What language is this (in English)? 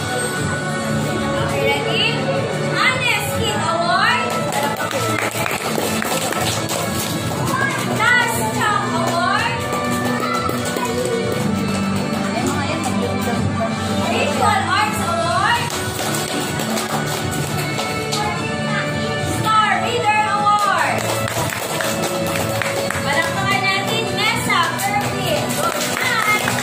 Filipino